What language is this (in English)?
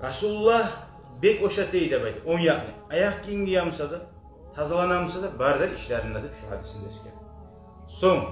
Kumyk